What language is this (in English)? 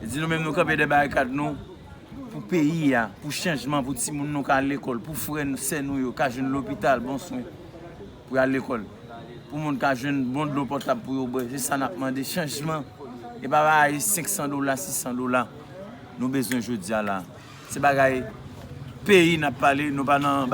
Haitian Creole